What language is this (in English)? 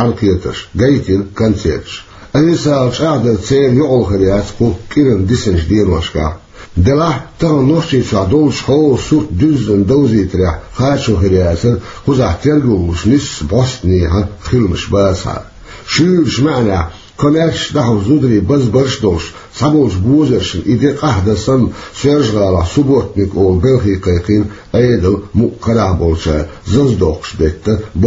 Chechen